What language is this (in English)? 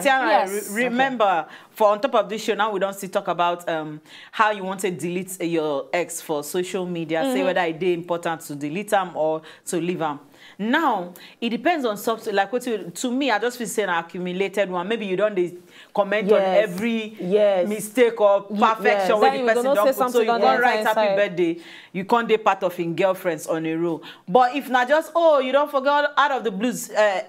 Nigerian Pidgin